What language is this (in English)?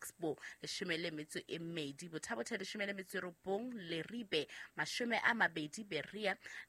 Southern Sotho